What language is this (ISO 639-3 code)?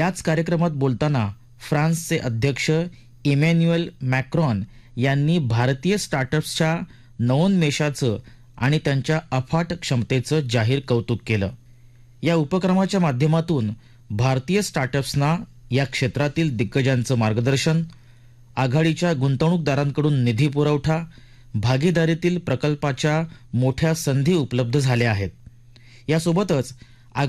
mar